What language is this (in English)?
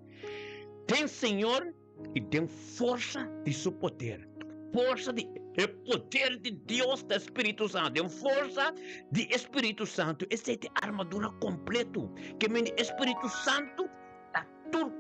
Papiamento